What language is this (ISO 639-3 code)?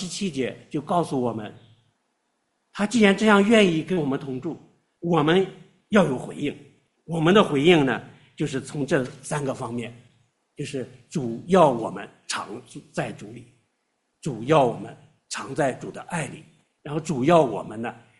zho